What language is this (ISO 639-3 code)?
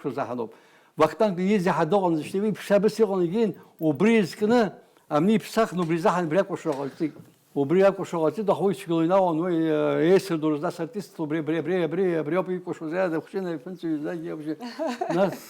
abk